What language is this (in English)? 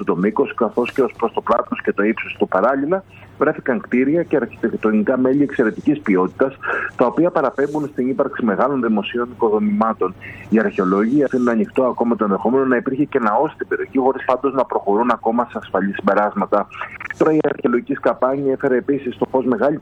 Greek